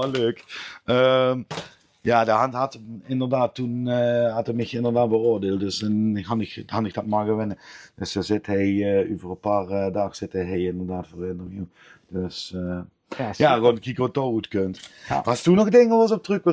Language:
Limburgish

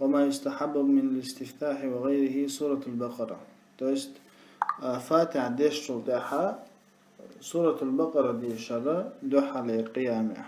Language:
Chechen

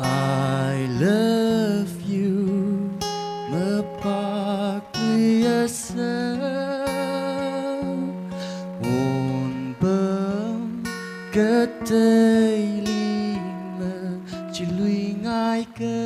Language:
Tangkhul Naga (India)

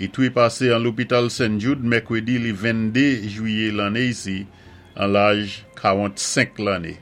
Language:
Saint Lucian Creole French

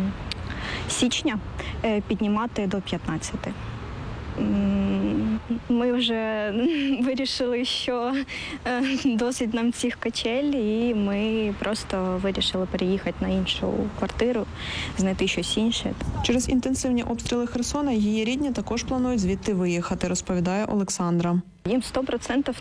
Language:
Ukrainian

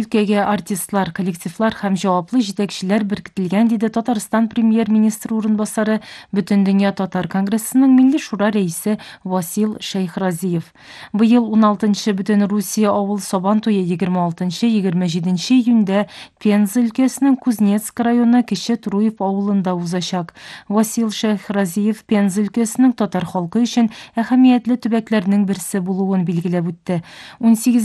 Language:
Kyrgyz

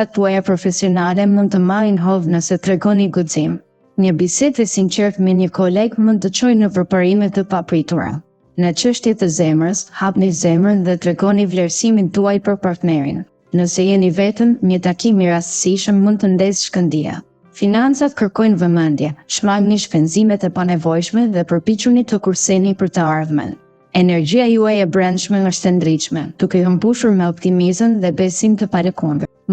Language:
Albanian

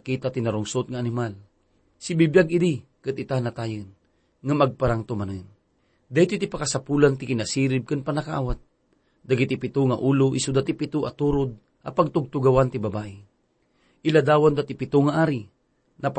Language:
Iloko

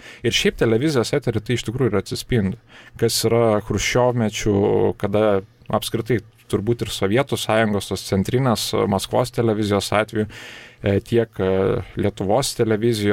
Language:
Lithuanian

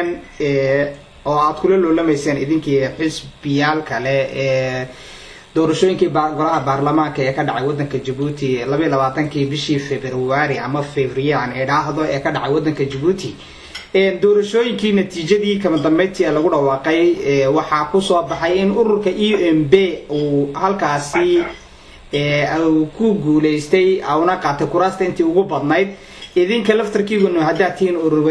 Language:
Somali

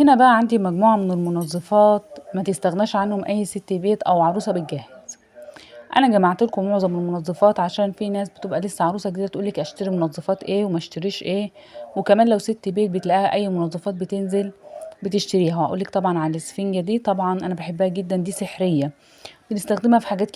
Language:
Egyptian Arabic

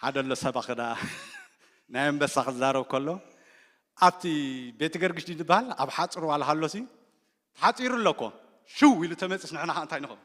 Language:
Tigrinya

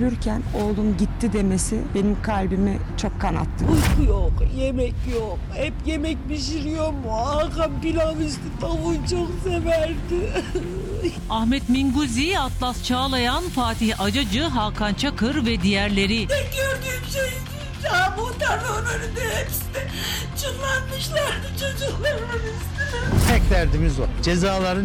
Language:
Turkish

